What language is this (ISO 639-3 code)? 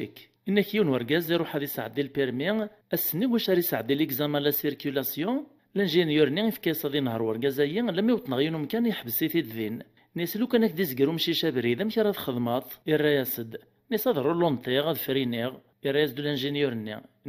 kab